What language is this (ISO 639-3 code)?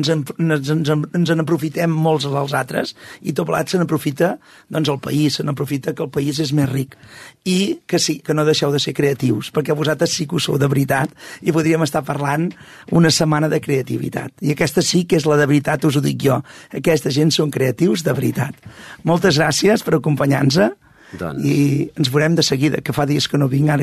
cat